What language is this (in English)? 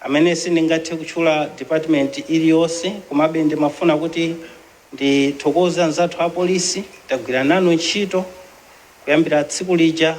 Nyanja